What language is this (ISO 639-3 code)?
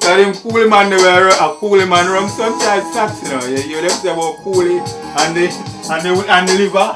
jam